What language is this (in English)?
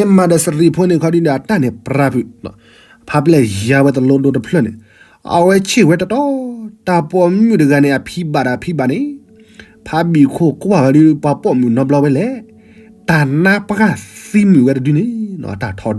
S'gaw Karen